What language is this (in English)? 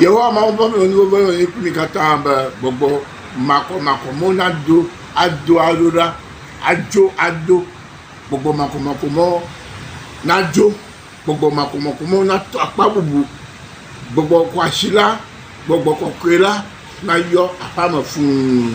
Ewe